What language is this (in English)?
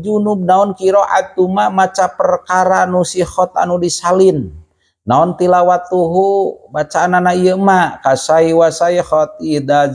Sundanese